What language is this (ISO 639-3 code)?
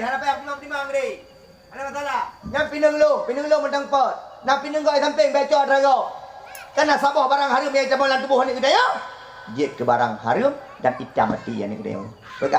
ace